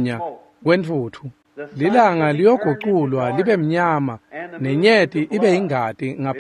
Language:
Swati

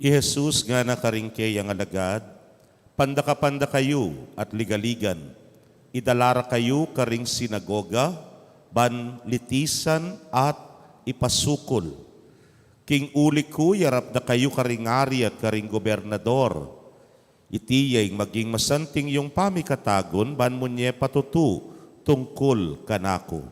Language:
Pampanga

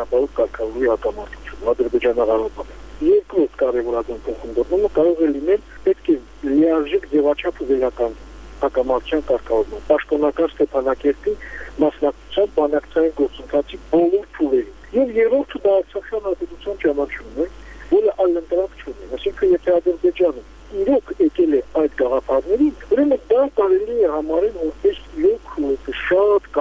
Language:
Armenian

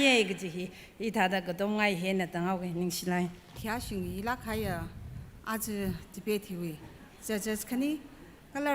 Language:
Tangkhul Naga (India)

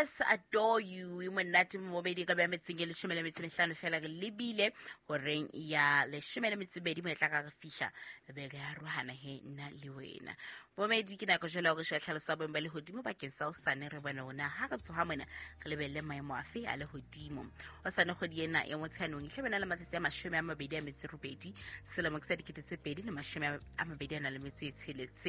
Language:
Southern Sotho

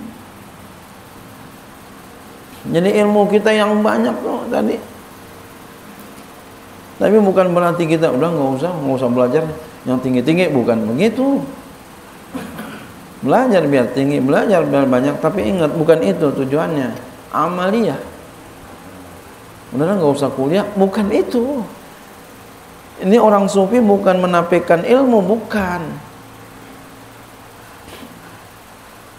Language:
Indonesian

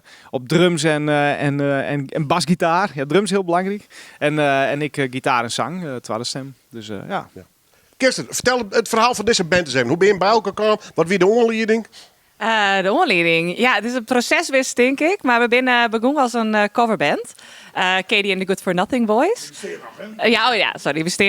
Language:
Western Frisian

